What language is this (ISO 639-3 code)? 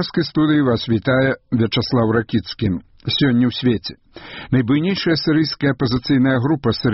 bel